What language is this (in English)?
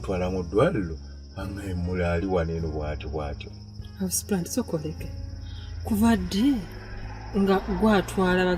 Ganda